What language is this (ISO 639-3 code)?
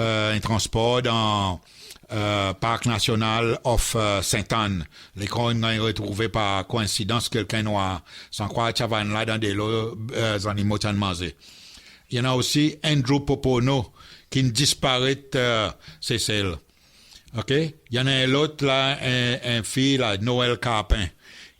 crs